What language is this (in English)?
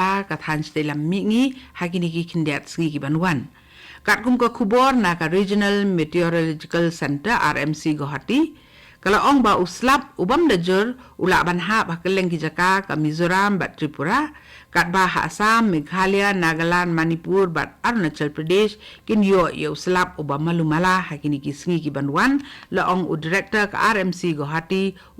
Khasi